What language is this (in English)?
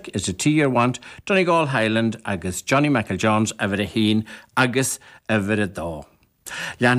Irish